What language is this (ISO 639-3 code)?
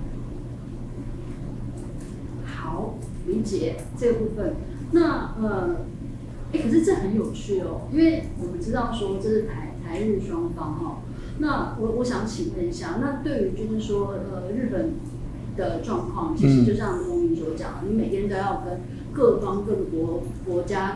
zho